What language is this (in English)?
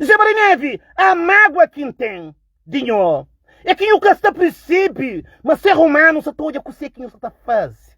Kabuverdianu